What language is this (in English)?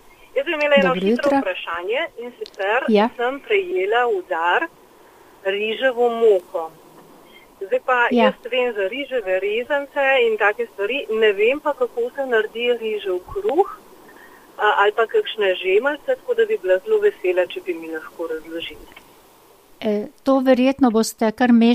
Slovenian